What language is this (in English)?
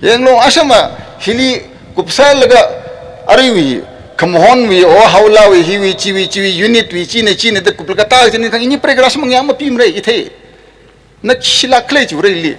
Tangkhul Naga (India)